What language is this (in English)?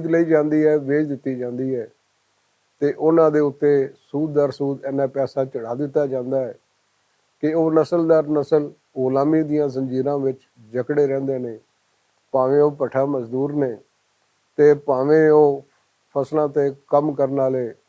Western Panjabi